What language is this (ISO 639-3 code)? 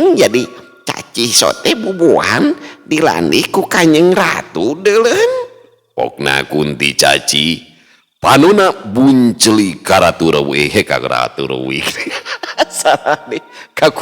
sun